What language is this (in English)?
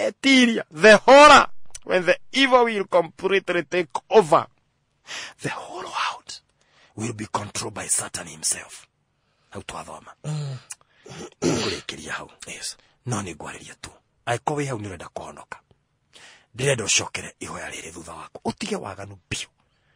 Kikuyu